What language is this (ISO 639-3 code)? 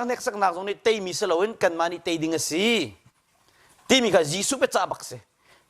cnh